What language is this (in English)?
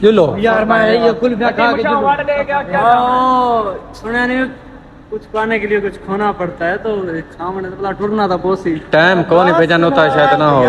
Saraiki